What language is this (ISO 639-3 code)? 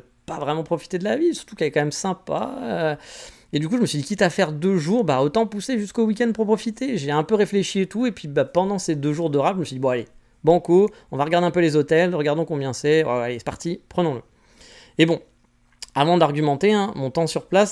fra